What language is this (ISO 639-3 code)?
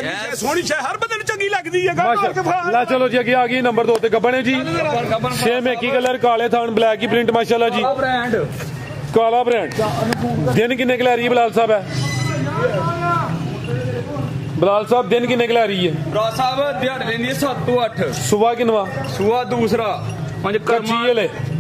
pan